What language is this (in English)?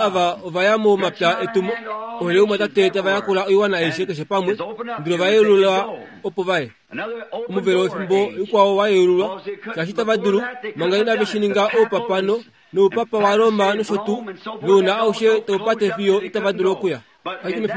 Kuanyama